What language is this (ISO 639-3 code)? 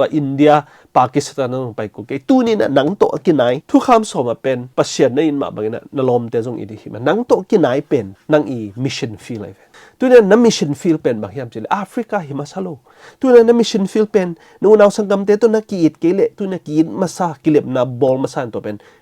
ctd